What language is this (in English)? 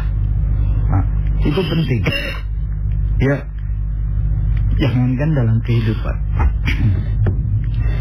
Indonesian